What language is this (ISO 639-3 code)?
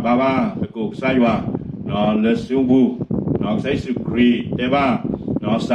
ksw